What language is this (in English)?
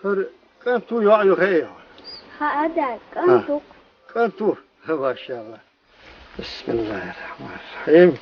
Chechen